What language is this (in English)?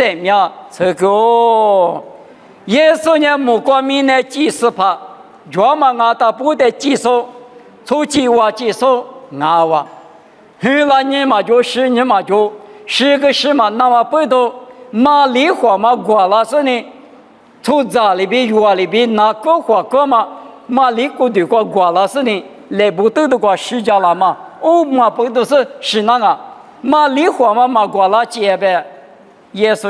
Lisu